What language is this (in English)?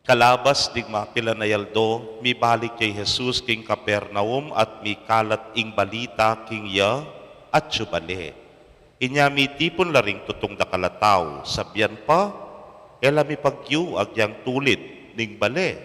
Pampanga